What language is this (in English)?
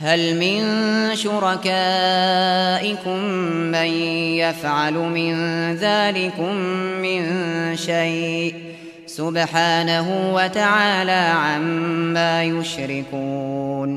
Uyghur